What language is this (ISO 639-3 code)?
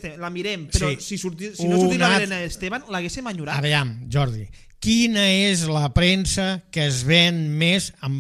cat